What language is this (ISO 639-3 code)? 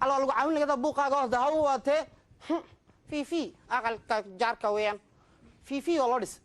som